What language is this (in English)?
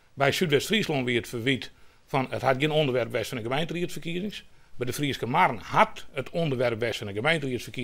Western Frisian